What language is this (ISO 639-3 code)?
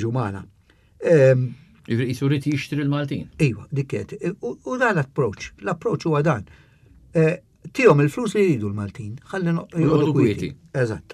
mlt